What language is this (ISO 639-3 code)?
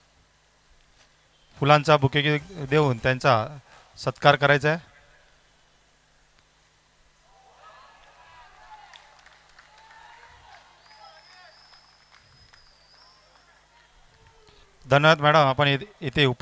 mar